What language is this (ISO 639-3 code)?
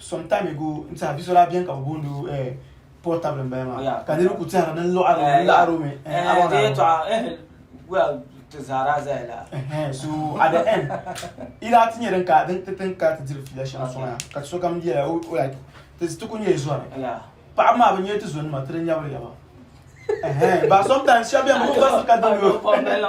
dag